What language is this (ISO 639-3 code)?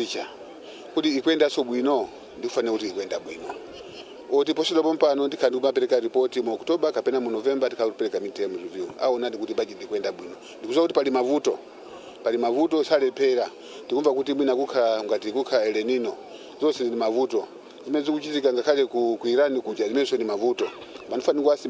nya